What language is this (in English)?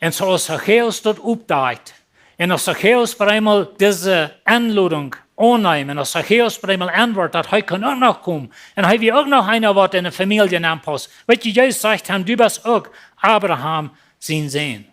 Plautdietsch